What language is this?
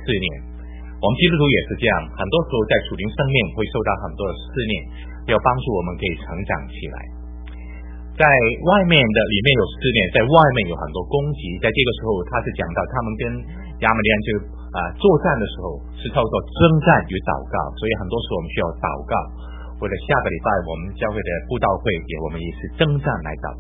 Chinese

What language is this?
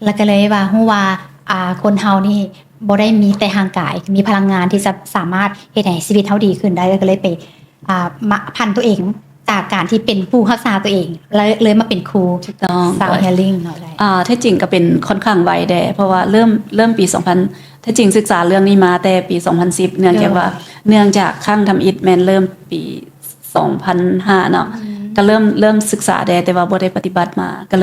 Lao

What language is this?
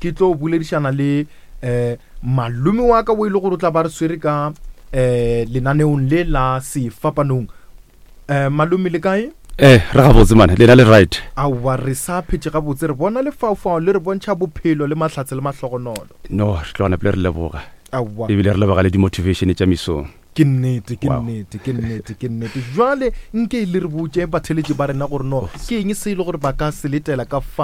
Northern Sotho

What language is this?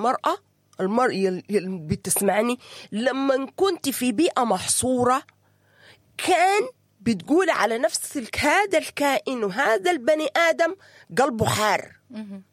Sudanese Arabic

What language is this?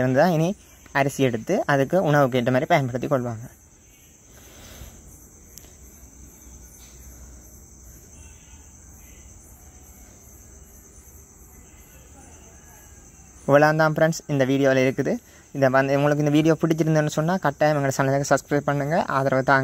Tamil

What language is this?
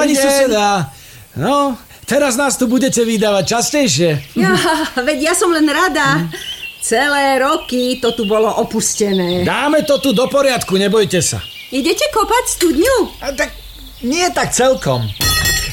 Slovak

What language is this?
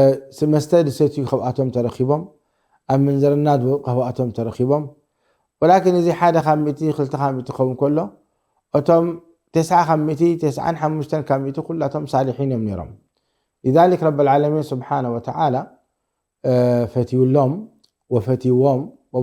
Tigrinya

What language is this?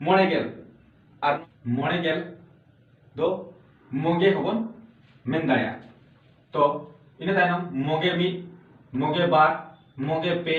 Santali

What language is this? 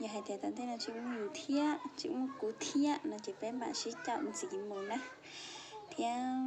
Hmong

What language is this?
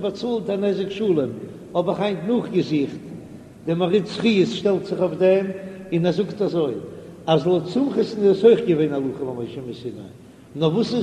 Yiddish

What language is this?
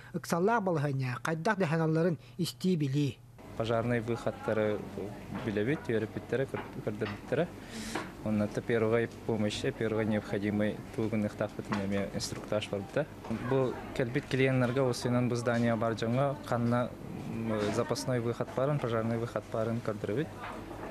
Yakut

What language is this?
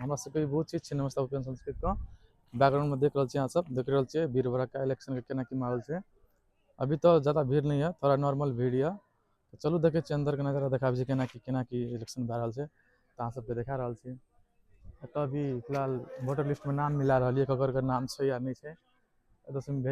Maithili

